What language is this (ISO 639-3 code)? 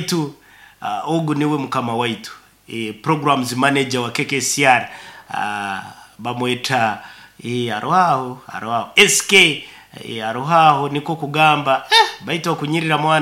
nyo